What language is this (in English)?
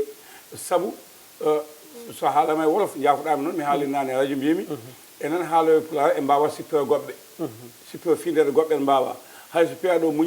Fula